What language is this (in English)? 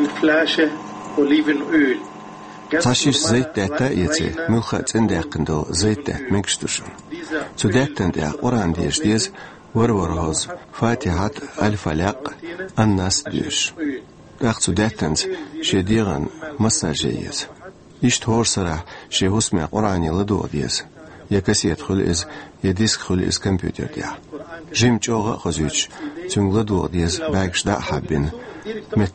Chechen